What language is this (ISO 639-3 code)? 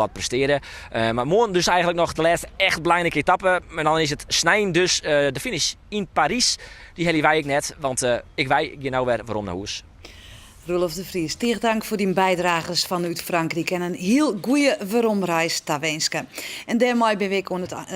fry